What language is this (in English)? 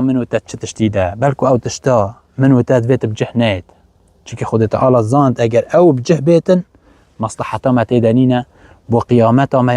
Kurdish